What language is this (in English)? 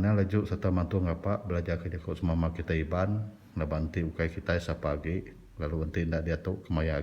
Iban